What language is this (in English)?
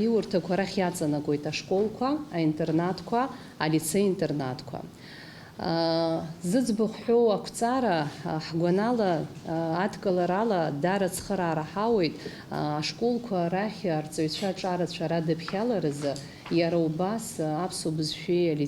Abkhazian